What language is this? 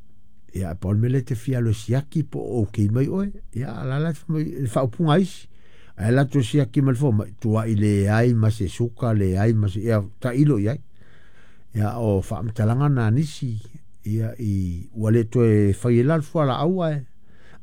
Samoan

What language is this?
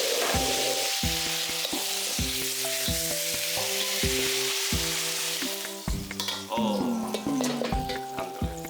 Hakka Chinese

